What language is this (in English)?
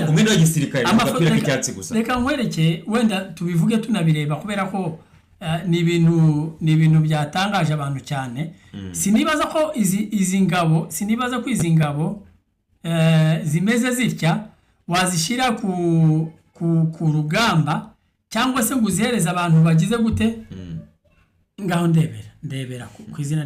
Kinyarwanda